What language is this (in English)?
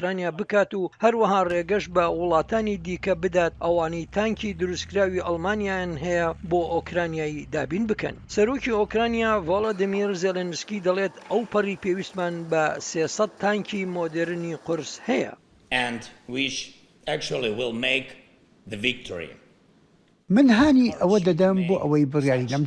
Central Kurdish